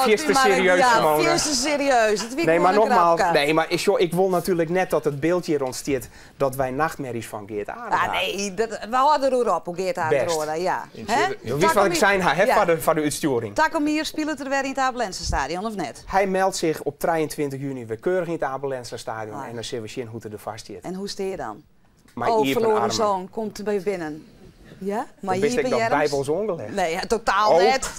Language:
Western Frisian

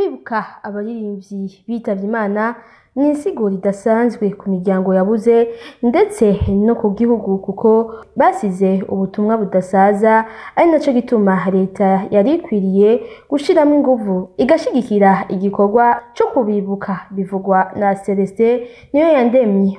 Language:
Rundi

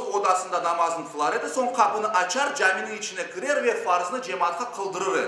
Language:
Crimean Tatar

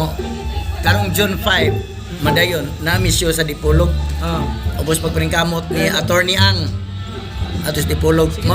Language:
Cebuano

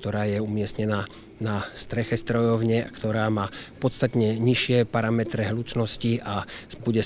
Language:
Slovak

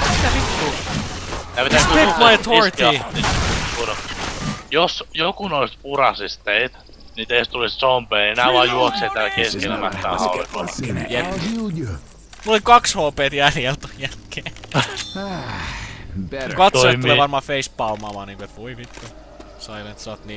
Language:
Finnish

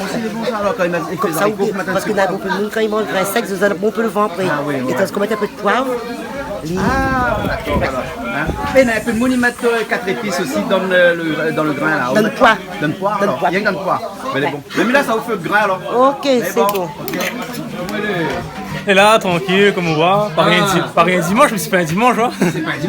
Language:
Réunion Creole French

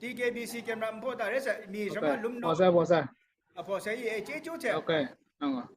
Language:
Kachin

